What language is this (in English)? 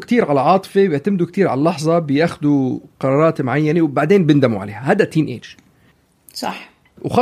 North Levantine Arabic